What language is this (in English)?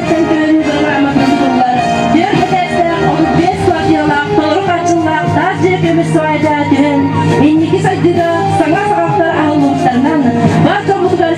Yakut